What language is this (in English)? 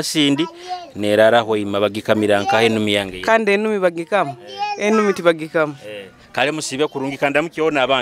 Nyoro